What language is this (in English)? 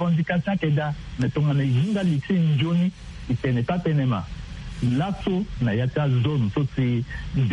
Sango